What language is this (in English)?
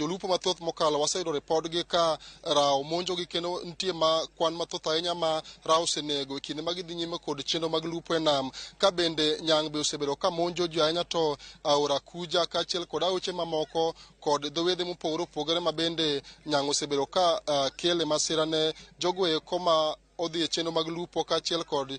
Luo (Kenya and Tanzania)